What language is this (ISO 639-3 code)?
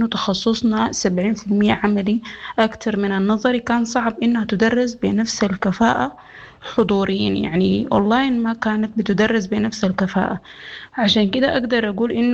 apd